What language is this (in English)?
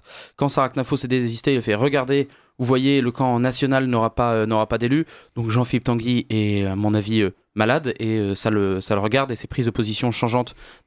French